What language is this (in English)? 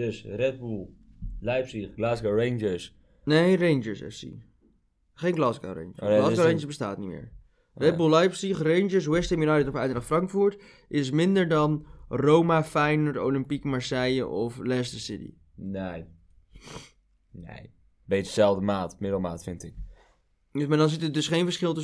Dutch